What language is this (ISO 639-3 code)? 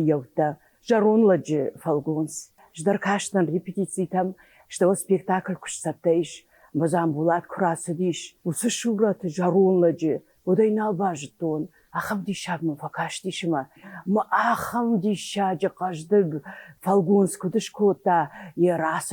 oss